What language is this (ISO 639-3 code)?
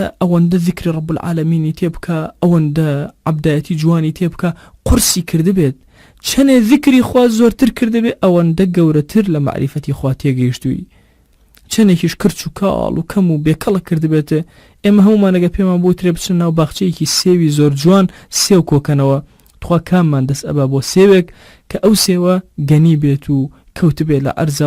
ckb